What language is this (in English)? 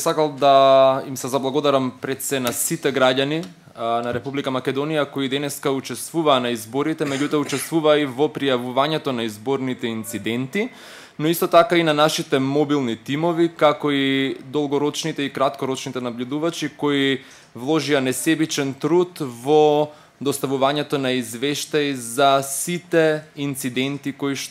Macedonian